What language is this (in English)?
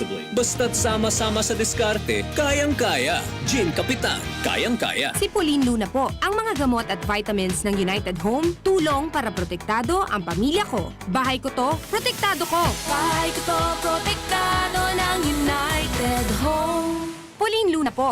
Bikol